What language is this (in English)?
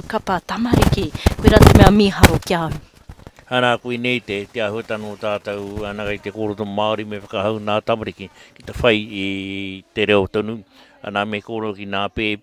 Māori